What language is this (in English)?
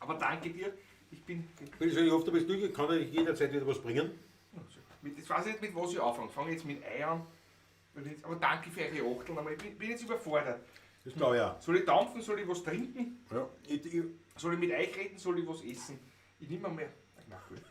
Bavarian